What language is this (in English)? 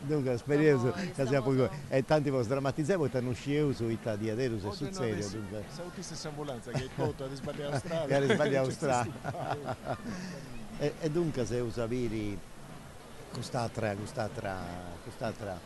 Sardinian